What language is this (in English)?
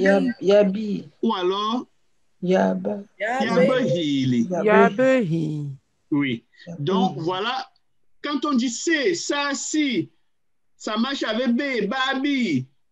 French